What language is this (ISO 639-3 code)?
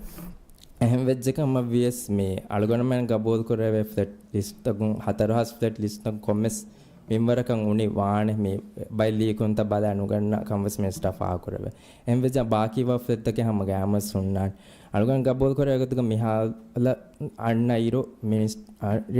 div